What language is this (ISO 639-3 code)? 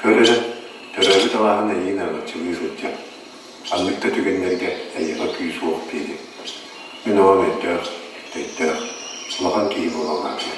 sah